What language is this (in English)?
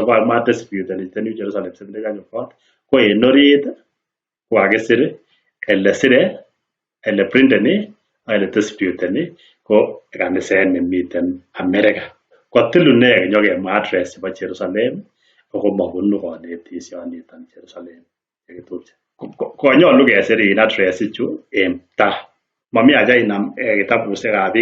Kalenjin